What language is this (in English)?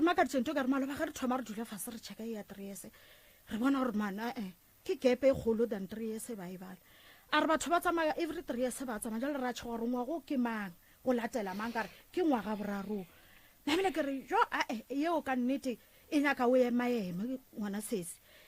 Northern Sotho